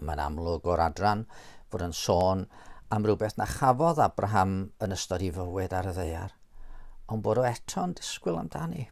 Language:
Welsh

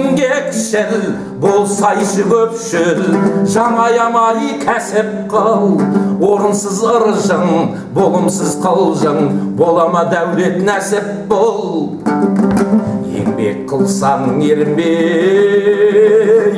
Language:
Kazakh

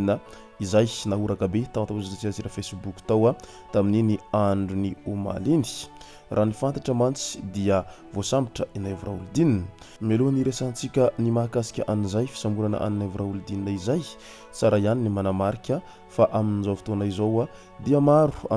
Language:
Malagasy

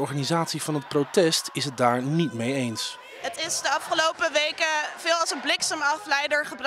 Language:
Dutch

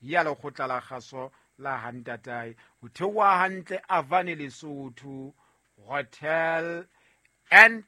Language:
Southern Sotho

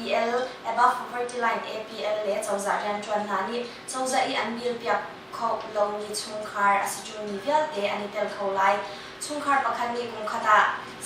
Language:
Hakha Chin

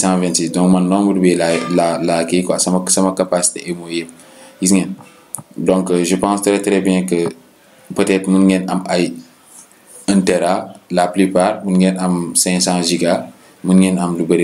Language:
Wolof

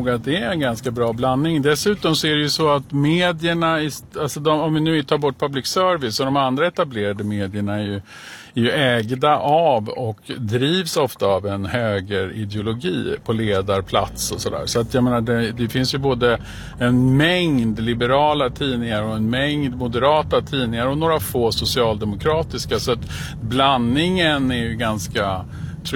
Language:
Swedish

